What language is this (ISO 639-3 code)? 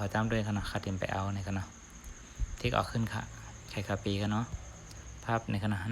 shn